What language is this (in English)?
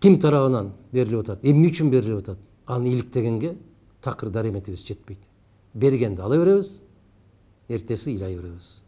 Kyrgyz